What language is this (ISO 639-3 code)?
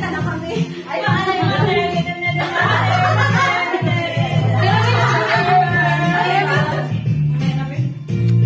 fil